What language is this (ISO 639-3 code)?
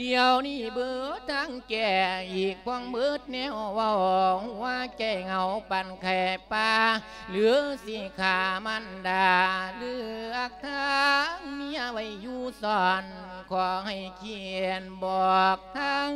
lao